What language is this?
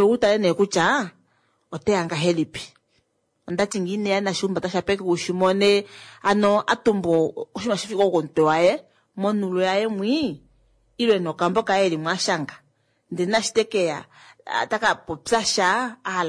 Kuanyama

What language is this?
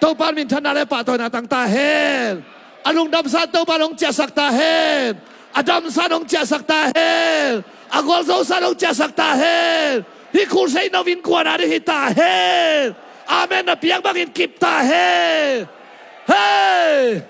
Tedim Chin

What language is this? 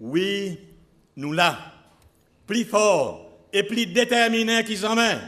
Seselwa Creole French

